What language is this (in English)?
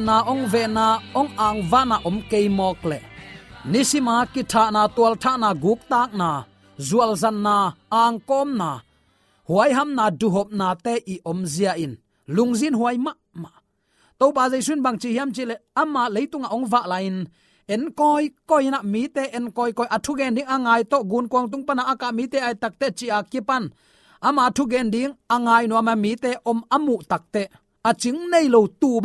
Tedim Chin